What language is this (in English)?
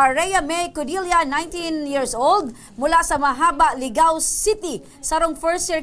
Bikol